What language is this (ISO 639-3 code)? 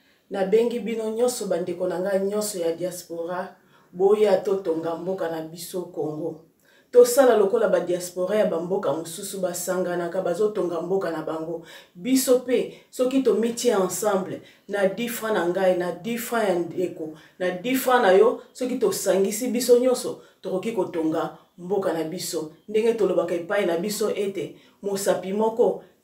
lin